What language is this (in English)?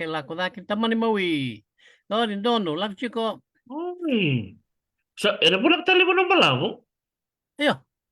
Fijian